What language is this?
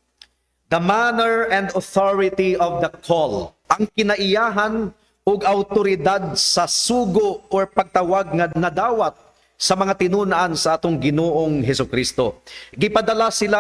Cebuano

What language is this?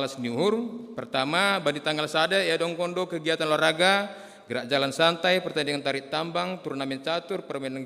Batak Simalungun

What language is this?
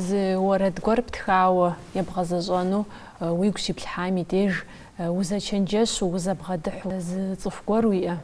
Kabardian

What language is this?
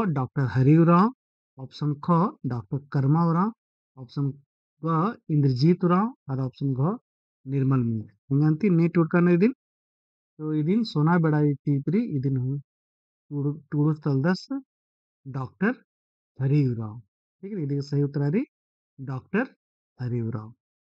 Kurukh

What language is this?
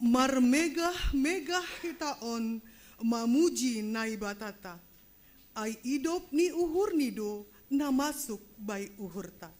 Batak Simalungun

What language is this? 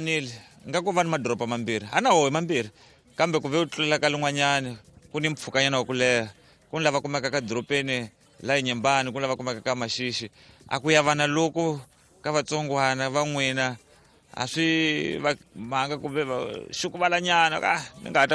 Tsonga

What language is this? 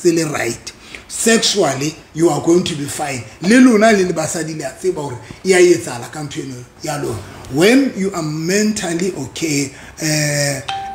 Southern Sotho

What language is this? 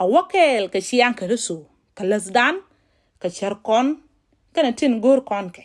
Nuer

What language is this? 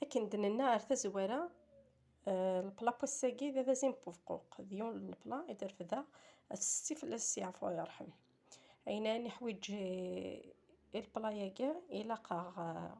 Kabyle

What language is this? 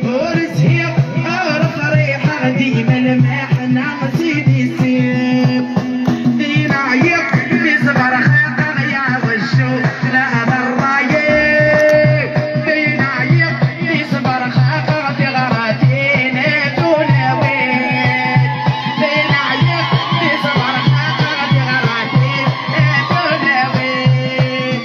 Kabyle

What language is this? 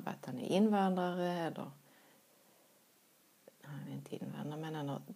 Swedish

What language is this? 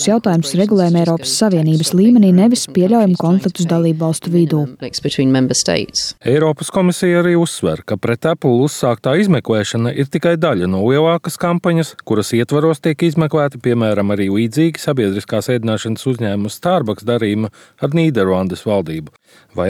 Latvian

